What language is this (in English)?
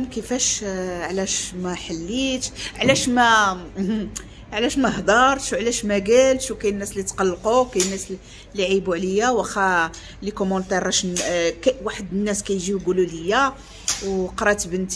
Moroccan Arabic